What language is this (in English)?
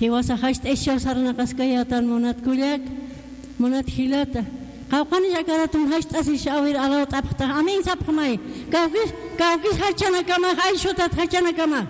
Aymara